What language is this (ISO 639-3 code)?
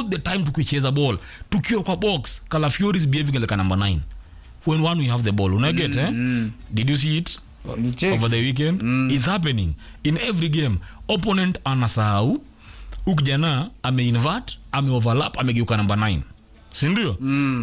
swa